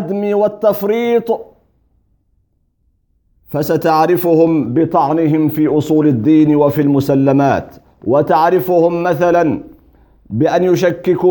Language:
Arabic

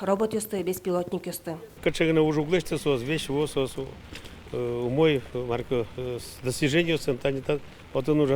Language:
Udmurt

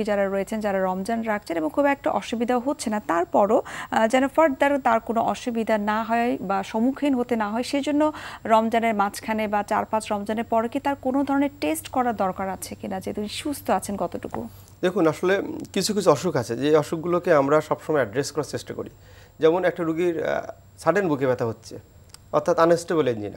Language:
Bangla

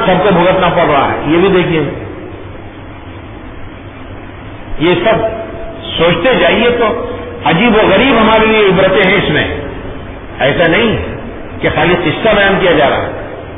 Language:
Urdu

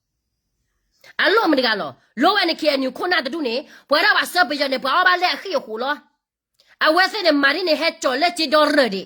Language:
S'gaw Karen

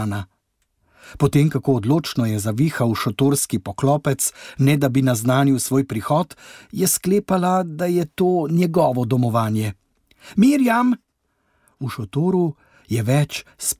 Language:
Slovenian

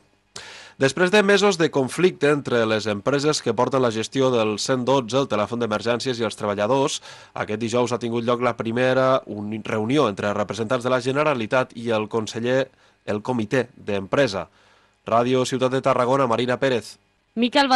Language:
Catalan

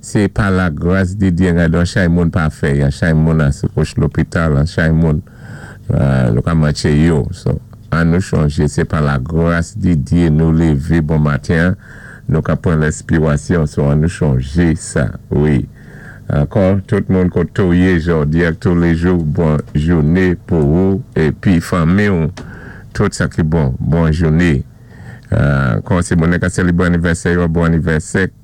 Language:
Saint Lucian Creole French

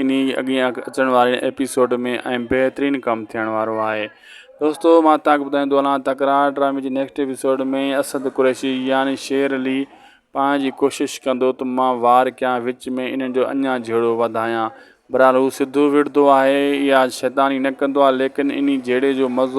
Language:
Sindhi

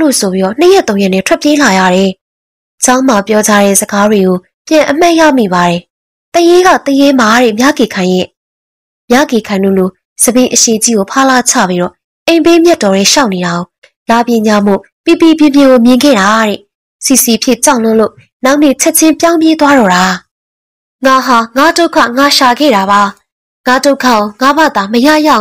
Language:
Burmese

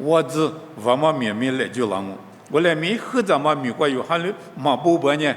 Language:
Lisu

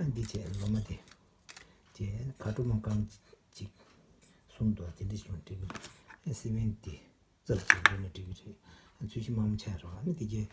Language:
Tibetan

